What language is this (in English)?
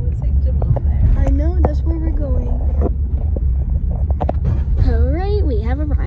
English